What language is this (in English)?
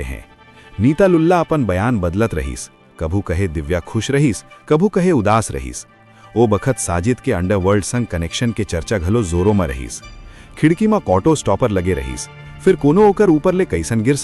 Chhattisgarhi